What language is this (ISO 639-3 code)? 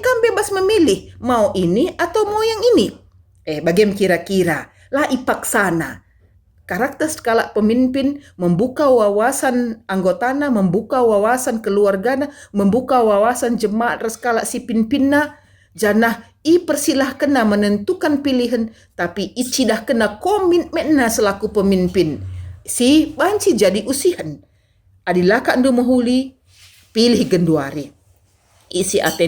btx